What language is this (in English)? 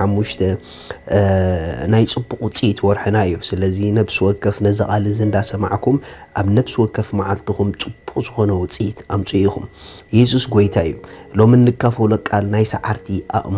Tigrinya